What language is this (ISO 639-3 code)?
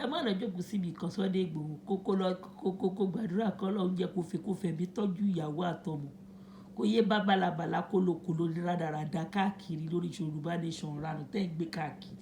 yor